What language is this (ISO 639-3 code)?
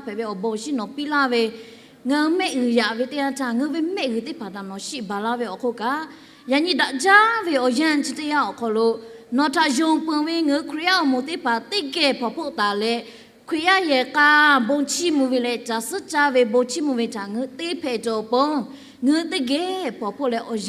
lhu